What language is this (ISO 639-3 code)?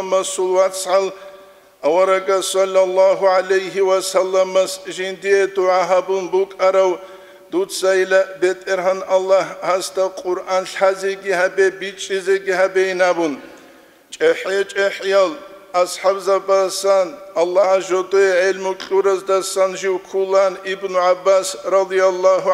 ava